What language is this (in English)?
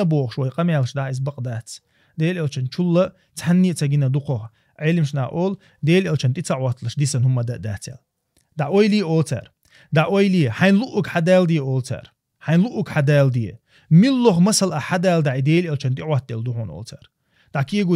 Chechen